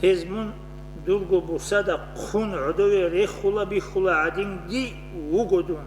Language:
Avaric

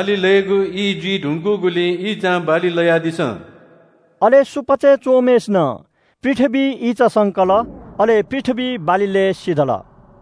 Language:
Newari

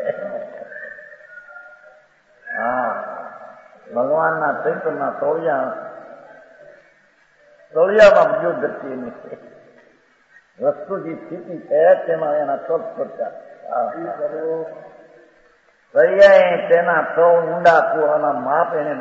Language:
Gujarati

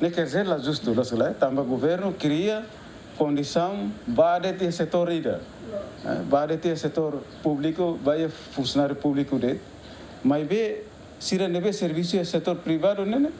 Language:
Tetum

